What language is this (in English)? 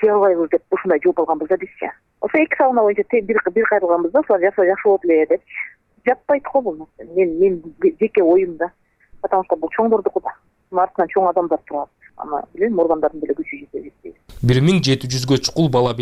Kyrgyz